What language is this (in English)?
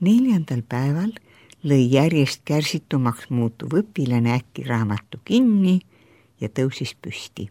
Estonian